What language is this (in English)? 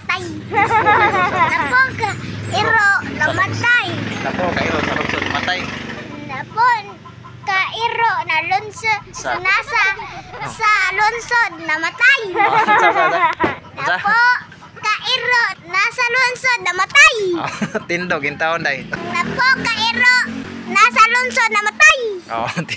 Cebuano